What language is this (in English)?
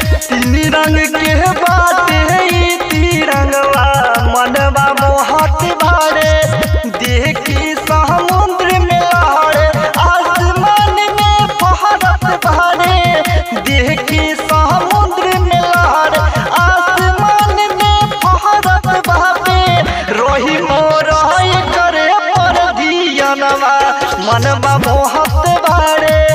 Bhojpuri